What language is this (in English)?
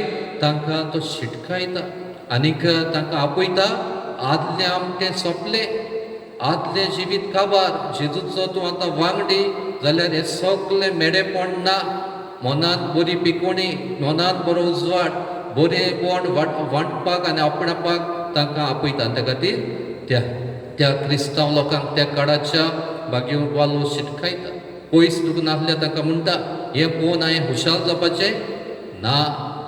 Konkani